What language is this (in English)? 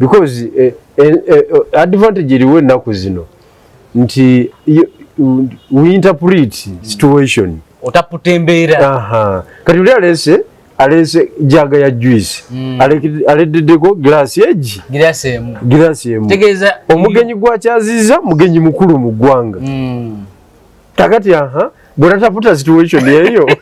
Ganda